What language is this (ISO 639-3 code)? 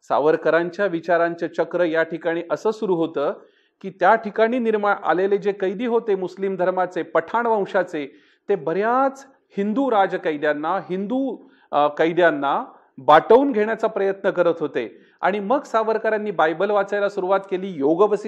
mar